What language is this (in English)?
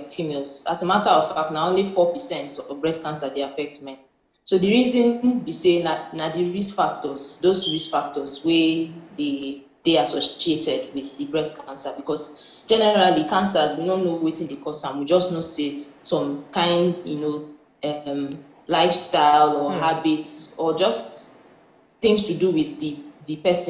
Nigerian Pidgin